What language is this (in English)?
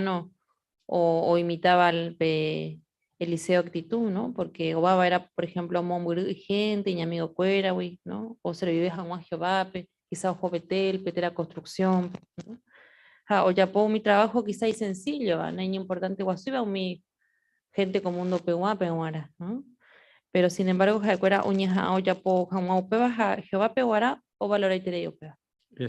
Guarani